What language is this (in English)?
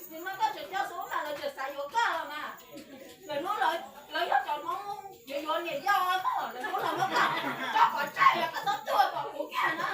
Hmong